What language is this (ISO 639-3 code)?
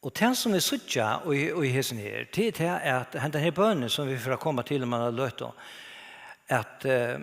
fao